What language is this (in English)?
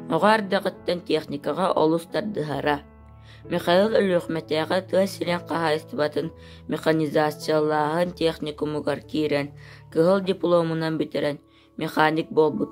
Yakut